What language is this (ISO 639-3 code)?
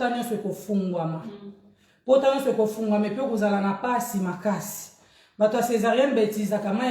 lin